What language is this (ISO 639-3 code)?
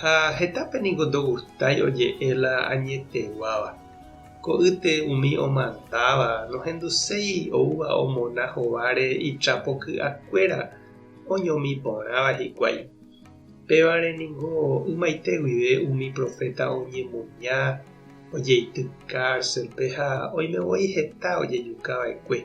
grn